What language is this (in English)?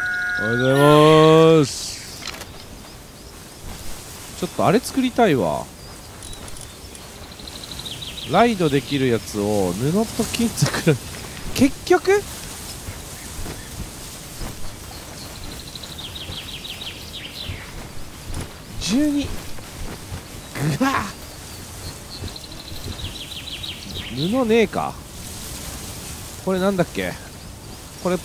Japanese